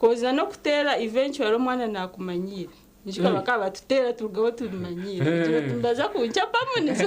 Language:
Nyankole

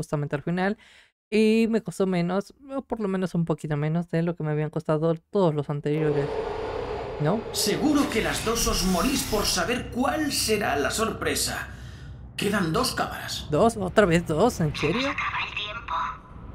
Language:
Spanish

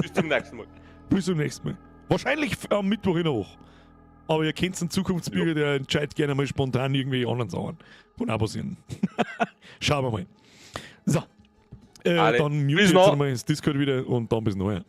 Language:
Bavarian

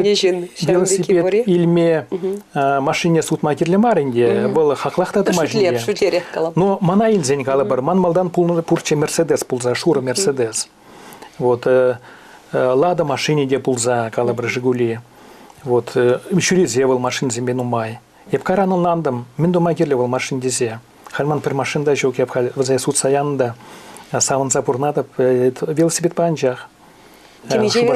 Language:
Chuvash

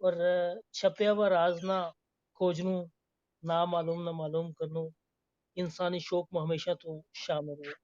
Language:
Gujari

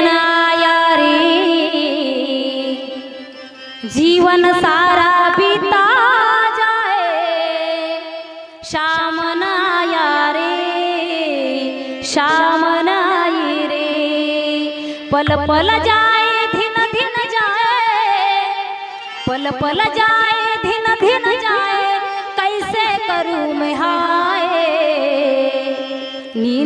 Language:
Marathi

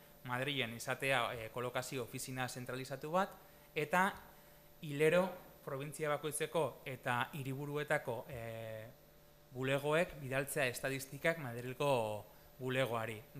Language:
Basque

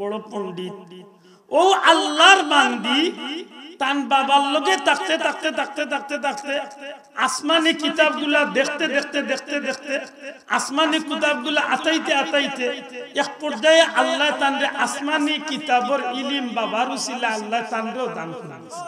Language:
Sylheti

